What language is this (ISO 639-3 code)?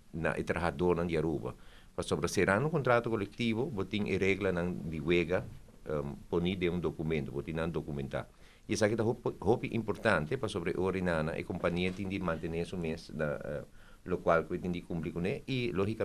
pap